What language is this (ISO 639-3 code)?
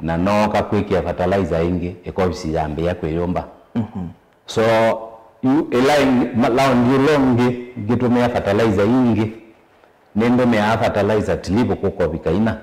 kam